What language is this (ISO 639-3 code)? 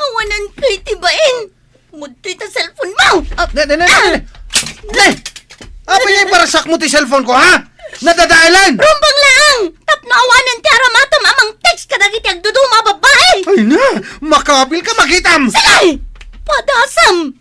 ilo